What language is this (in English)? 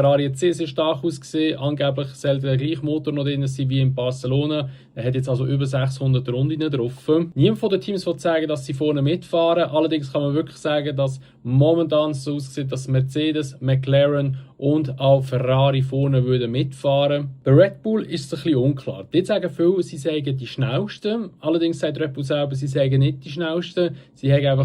Swiss German